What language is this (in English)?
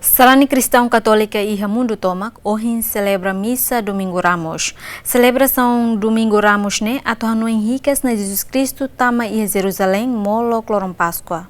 Tetum